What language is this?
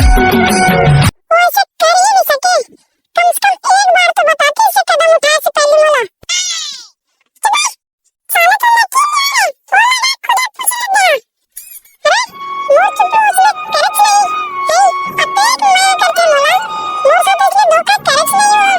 Chhattisgarhi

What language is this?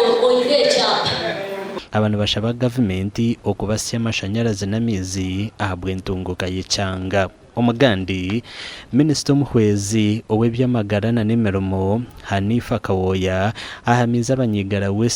Nyankole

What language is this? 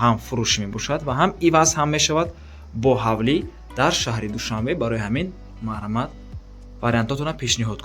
Tajik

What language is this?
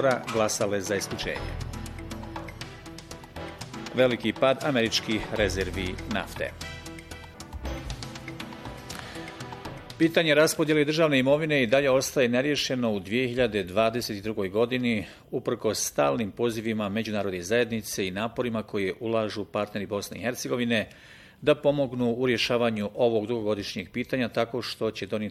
Bosnian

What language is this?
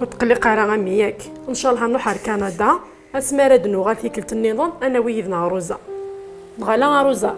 Kabyle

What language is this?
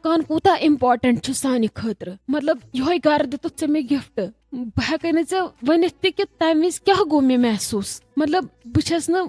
Kashmiri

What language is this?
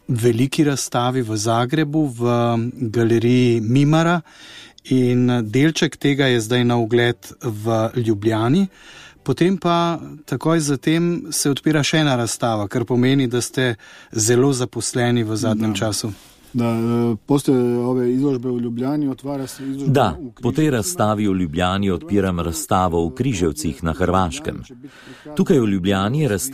Slovenian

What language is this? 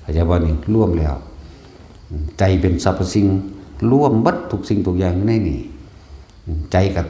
Northeastern Thai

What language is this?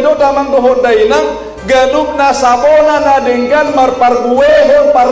Batak Toba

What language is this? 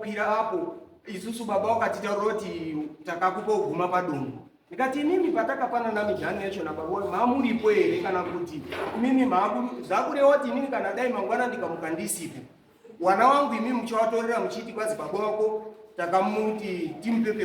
Shona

